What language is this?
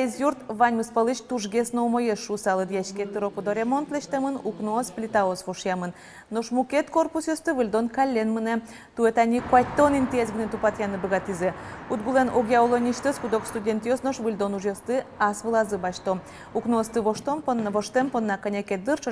Udmurt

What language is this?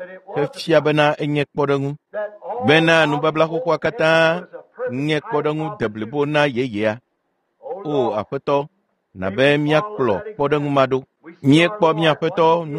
Ewe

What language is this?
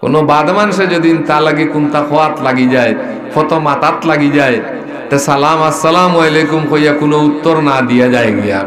Sylheti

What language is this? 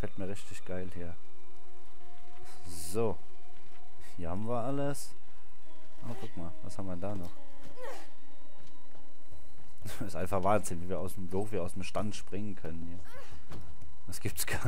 German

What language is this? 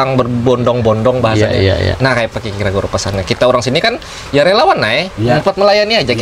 Banjar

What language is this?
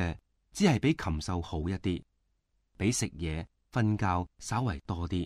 Cantonese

